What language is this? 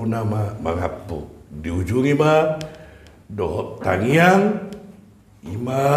Batak Toba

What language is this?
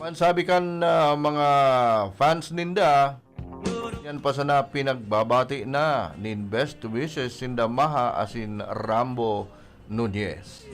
Bikol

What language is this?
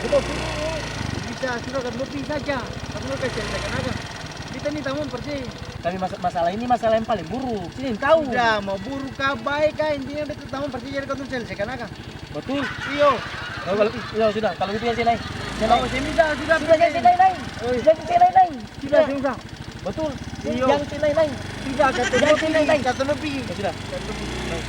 Ambonese Malay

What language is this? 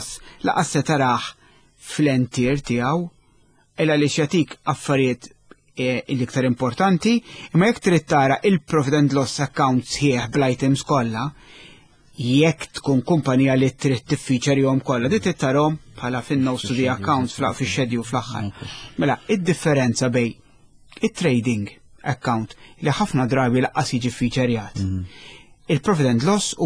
Maltese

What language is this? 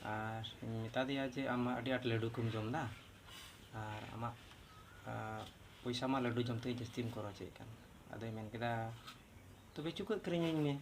Santali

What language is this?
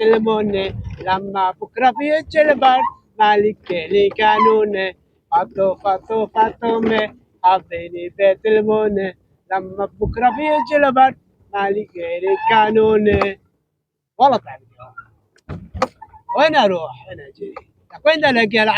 North Levantine Arabic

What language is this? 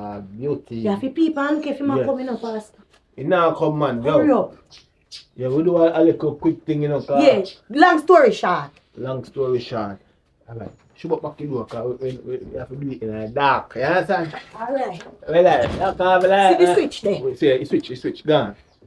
Jamaican Creole English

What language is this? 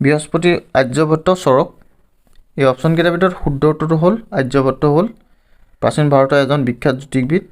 Assamese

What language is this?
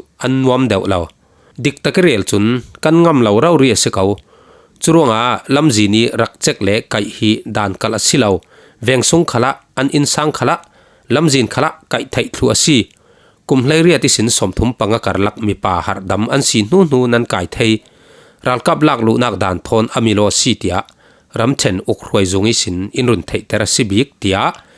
Falam Chin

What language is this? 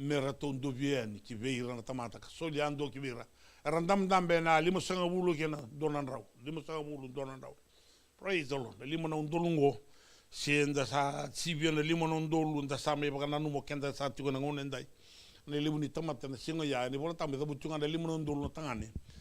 Fijian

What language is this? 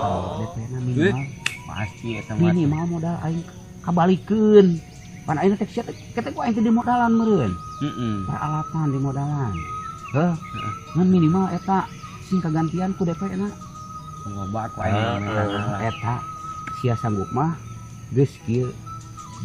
Sundanese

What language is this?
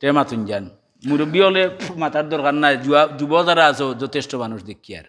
Sylheti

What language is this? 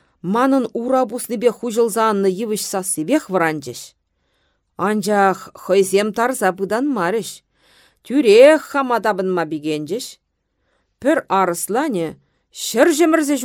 Chuvash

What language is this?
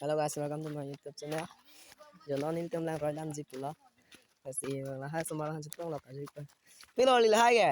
Karbi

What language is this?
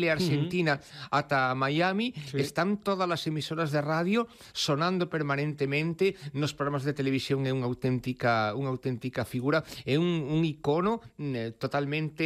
Galician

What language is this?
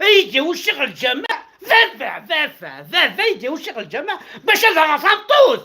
Kabyle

